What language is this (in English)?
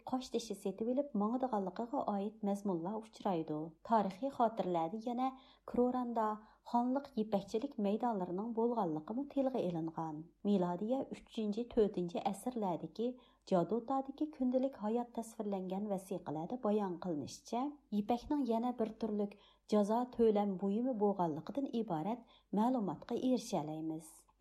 Uyghur